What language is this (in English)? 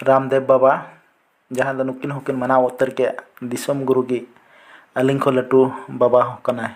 Santali